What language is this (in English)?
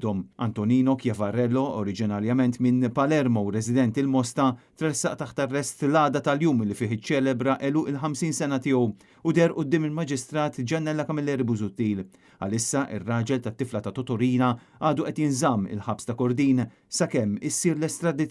Maltese